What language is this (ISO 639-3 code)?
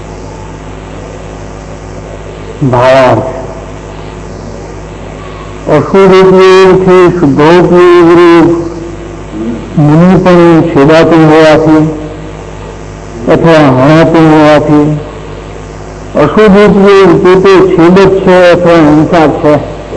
guj